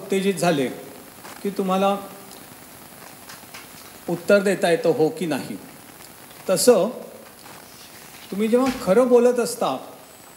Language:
Marathi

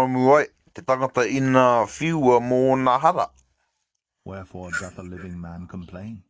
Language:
Māori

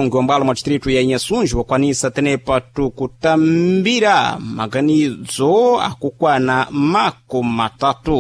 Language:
Sena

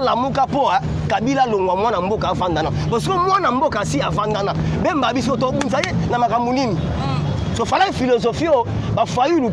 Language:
Lingala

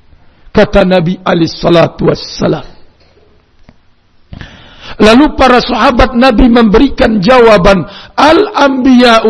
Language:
Indonesian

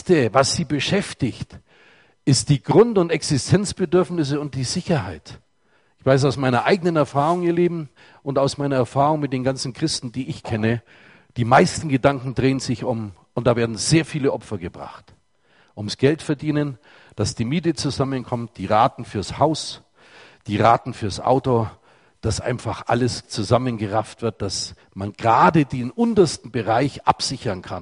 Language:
German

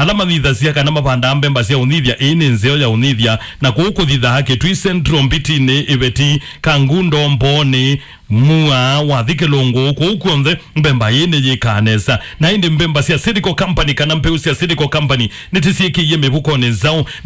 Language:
Kamba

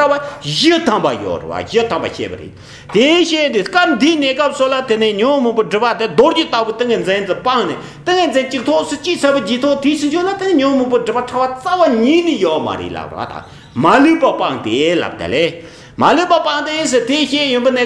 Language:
Tibetan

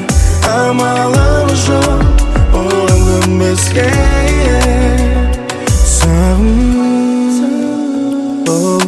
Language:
Kazakh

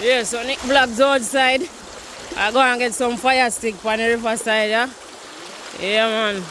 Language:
Jamaican Creole English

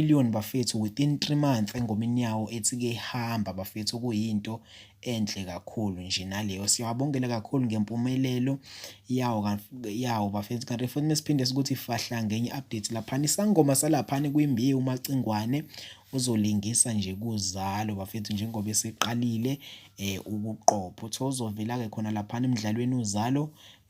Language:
Zulu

